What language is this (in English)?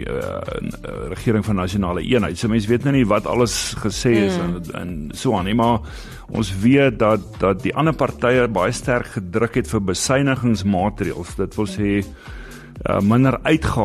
Afrikaans